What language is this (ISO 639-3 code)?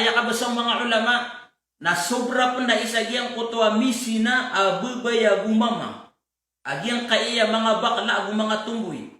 mrw